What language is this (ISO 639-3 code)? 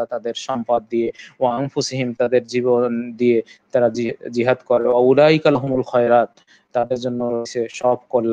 ben